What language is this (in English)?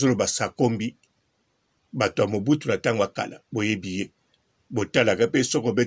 Lingala